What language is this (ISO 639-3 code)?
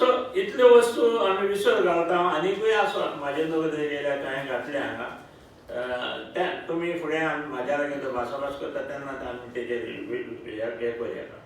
kok